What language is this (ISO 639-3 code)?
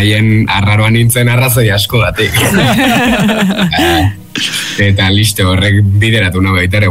eus